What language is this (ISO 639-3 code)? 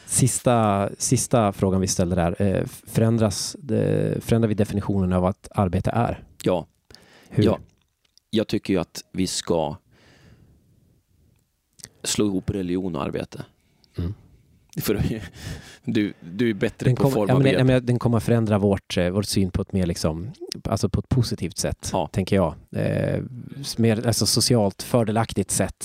swe